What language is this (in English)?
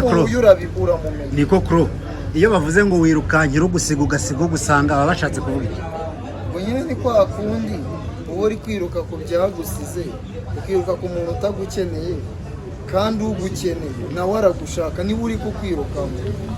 Kinyarwanda